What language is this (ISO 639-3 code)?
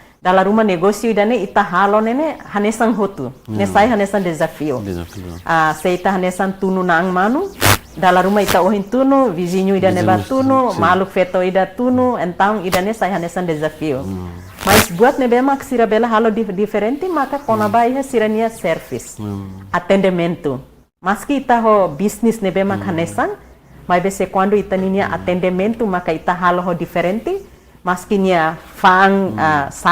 tet